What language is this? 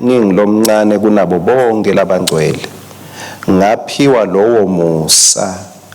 Swati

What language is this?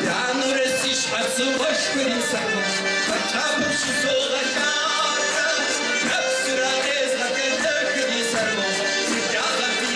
Kabardian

